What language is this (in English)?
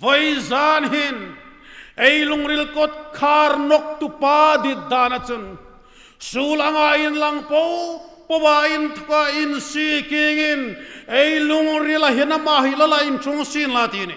Hmar